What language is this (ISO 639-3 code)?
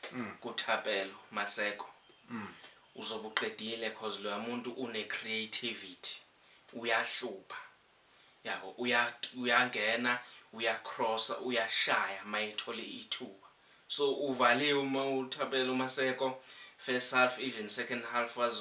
zul